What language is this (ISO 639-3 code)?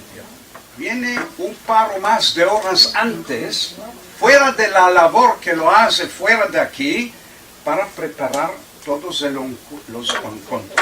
lad